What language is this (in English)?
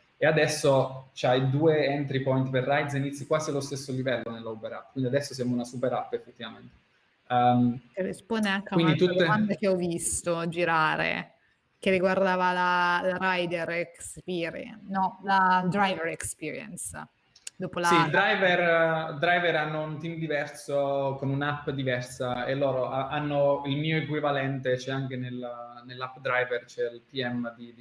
Italian